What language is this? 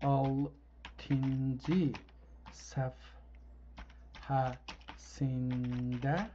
South Azerbaijani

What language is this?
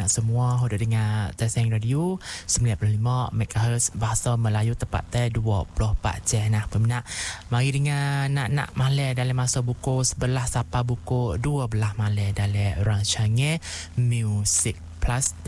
Malay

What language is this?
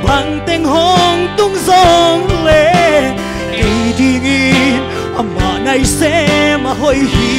Tedim Chin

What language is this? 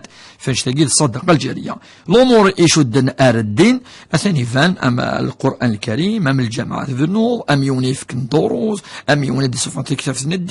Kabyle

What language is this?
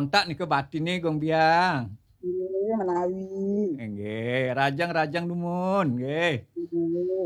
Balinese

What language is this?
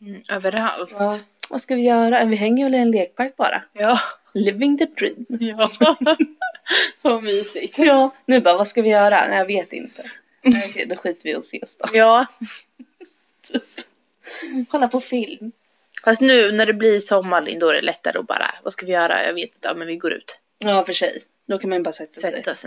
Swedish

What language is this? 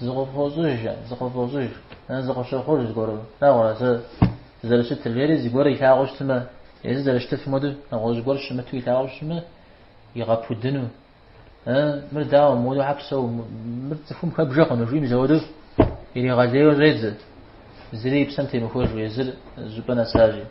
Kabardian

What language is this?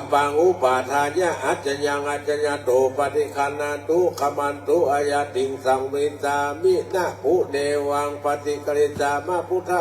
Pali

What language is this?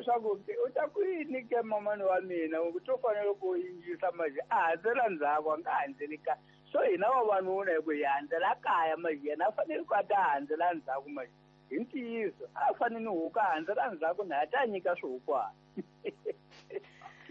Tsonga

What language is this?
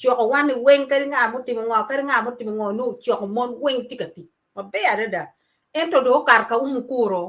Acoli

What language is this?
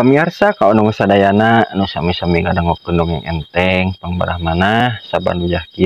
Sundanese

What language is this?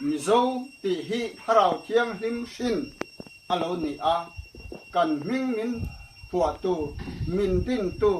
Mizo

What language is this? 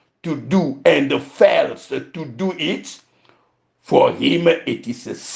Ewe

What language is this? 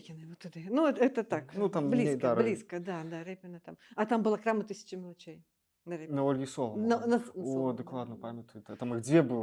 Belarusian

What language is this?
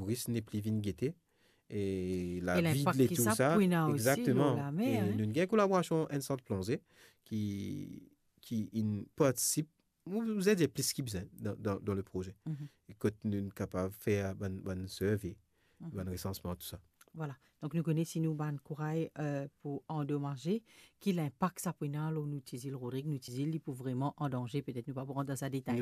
Morisyen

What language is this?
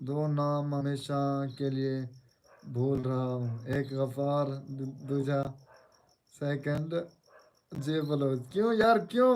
Saraiki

